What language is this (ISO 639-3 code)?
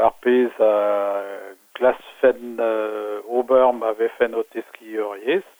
bre